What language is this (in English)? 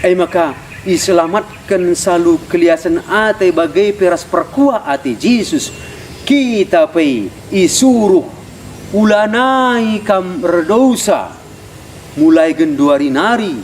Batak Karo